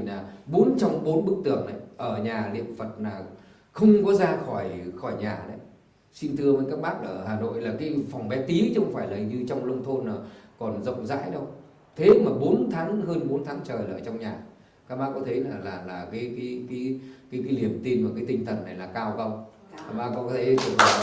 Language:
Vietnamese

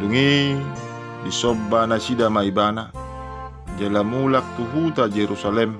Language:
Batak Toba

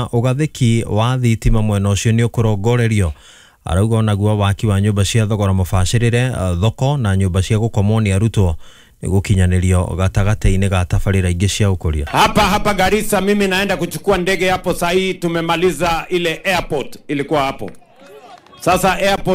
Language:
Kikuyu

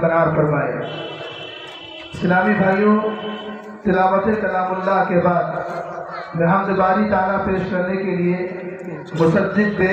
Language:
Urdu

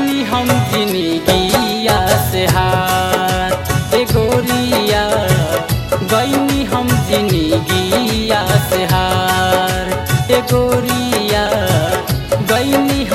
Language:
Bhojpuri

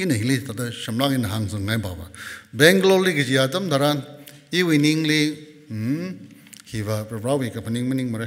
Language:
Tangkhul Naga (India)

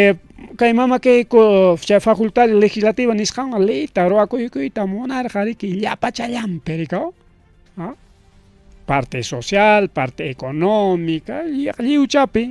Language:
Ayacucho Quechua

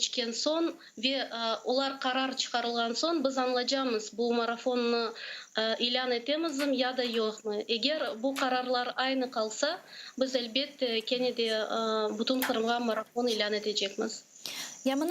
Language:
Crimean Tatar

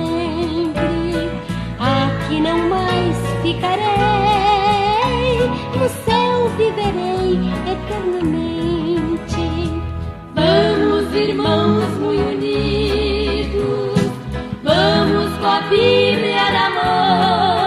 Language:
Portuguese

